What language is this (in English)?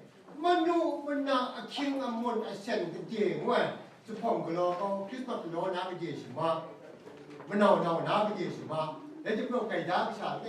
Kachin